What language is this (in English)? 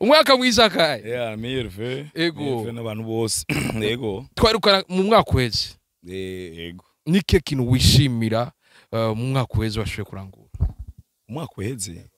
Rundi